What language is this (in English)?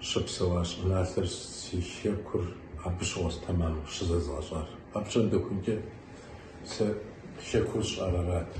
Kabardian